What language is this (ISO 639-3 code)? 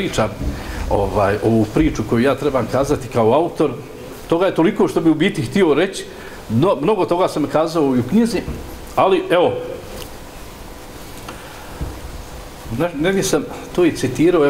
bos